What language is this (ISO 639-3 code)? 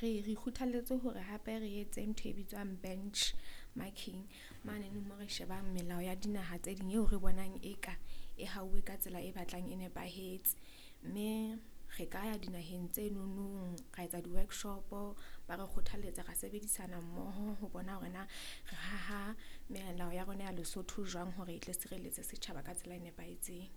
sot